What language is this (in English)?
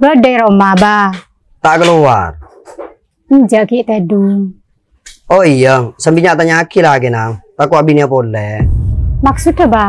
Madurese